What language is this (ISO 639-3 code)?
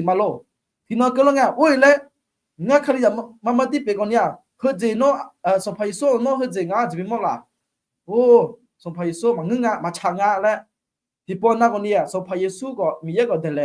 ahk